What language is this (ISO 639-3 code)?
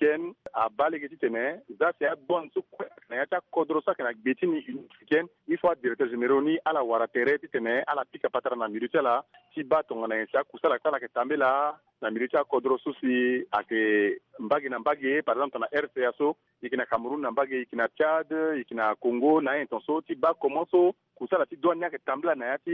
sag